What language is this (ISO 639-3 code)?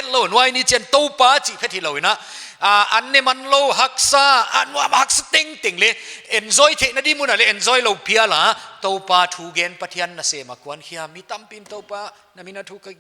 pck